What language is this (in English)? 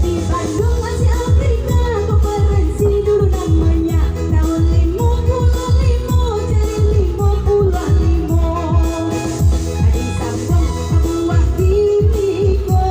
Minangkabau